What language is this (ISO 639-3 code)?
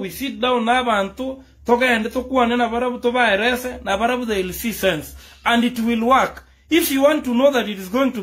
guz